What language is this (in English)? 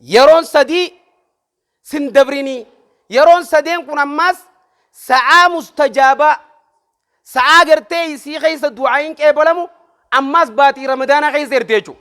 Oromo